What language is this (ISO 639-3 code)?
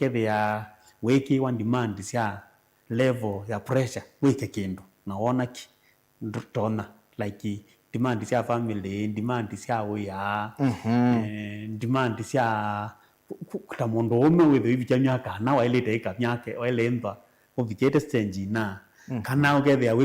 kam